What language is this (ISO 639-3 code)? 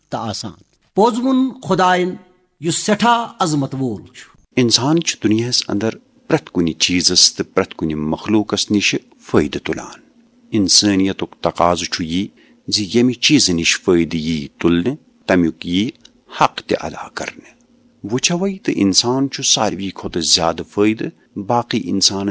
kas